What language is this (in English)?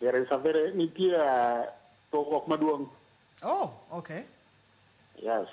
Luo (Kenya and Tanzania)